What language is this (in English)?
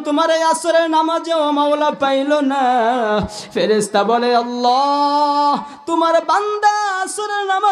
Bangla